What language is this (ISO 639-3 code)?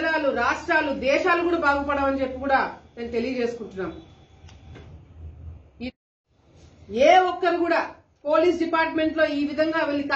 tel